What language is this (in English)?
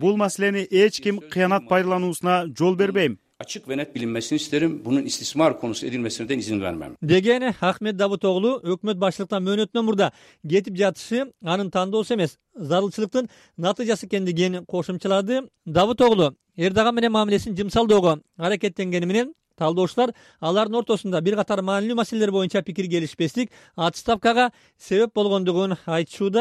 Kyrgyz